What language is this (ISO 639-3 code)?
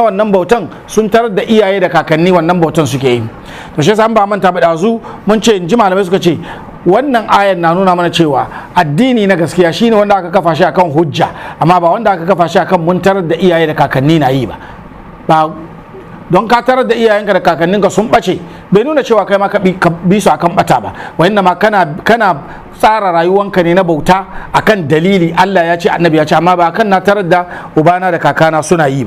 hau